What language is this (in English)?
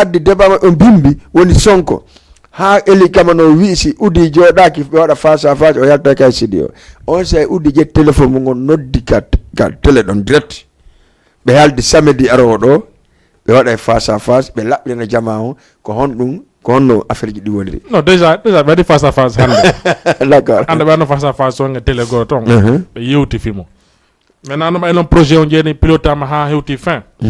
Fula